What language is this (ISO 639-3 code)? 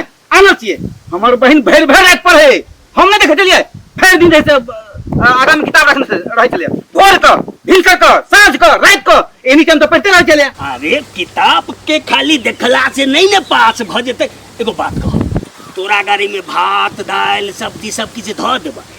mai